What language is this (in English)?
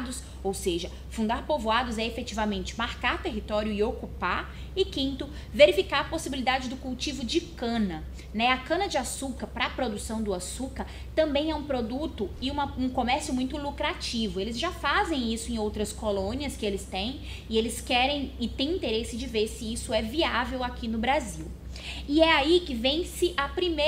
Portuguese